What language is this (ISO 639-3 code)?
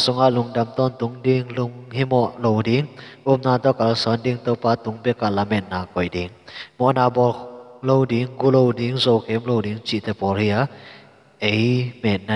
ctd